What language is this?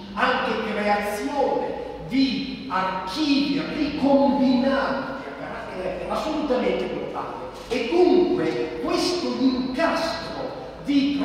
Italian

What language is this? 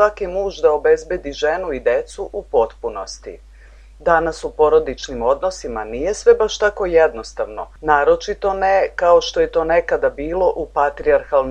Serbian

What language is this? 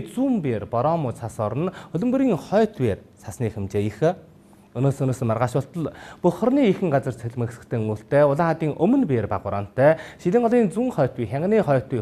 Mongolian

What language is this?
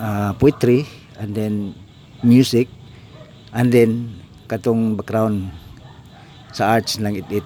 Cebuano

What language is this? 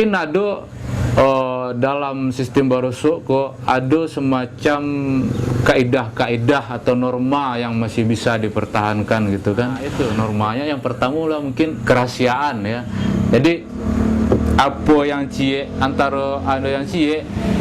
Minangkabau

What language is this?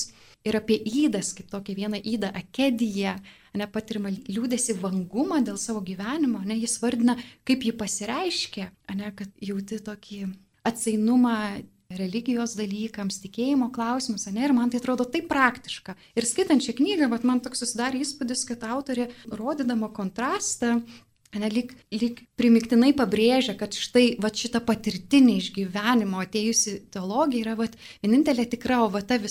Lithuanian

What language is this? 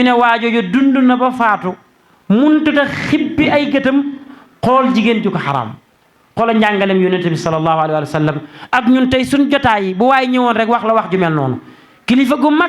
Wolof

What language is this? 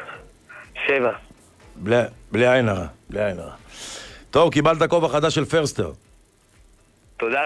Hebrew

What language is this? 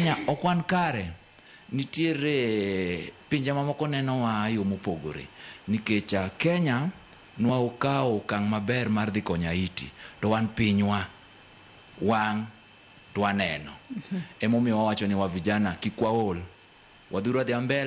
Luo (Kenya and Tanzania)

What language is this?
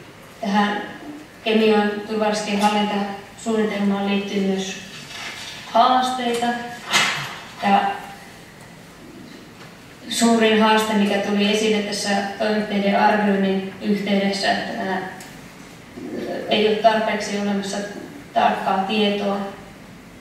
Finnish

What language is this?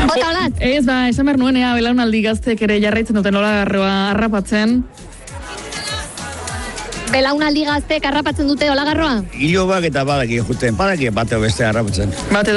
Basque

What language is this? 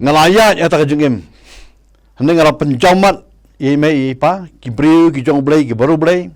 Khasi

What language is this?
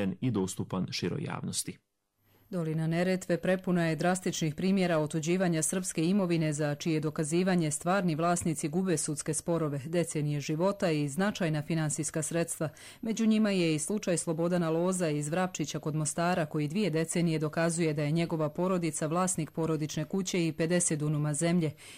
Croatian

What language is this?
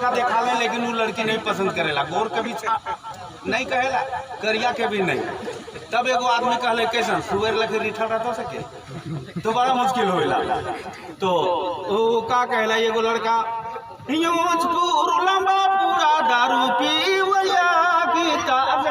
Sadri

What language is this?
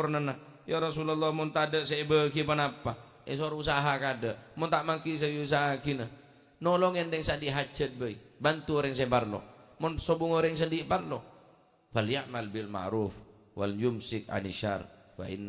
Madurese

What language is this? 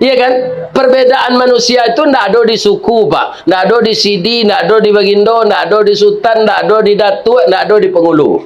Minangkabau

